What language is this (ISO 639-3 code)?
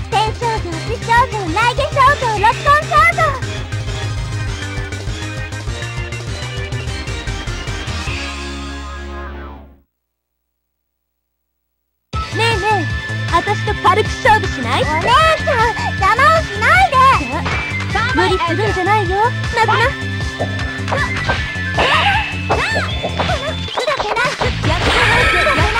jpn